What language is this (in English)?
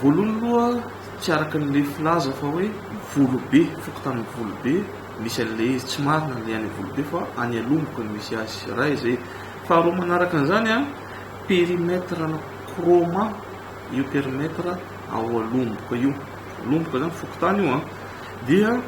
Malagasy